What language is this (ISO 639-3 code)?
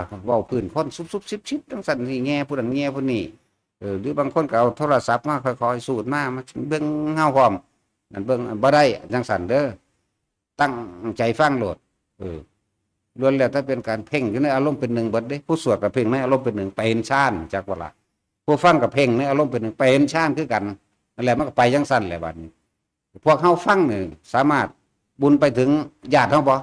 tts